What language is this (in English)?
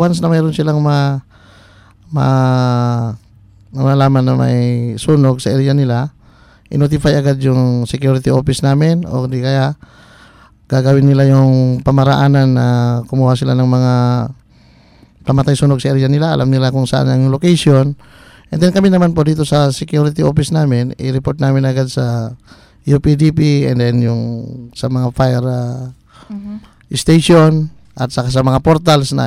Filipino